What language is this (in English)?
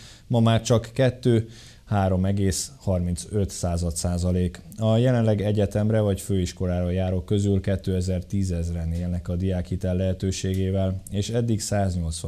Hungarian